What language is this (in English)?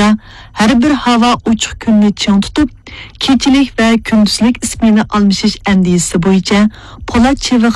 Uyghur